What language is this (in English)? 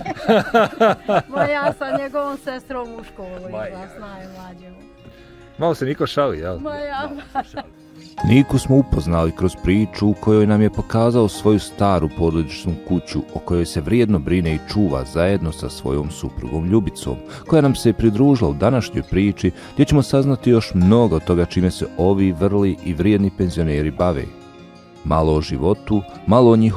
Bosnian